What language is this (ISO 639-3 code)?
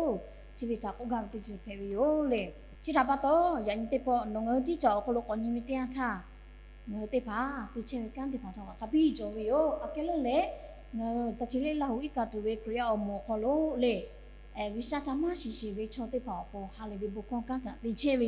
lhu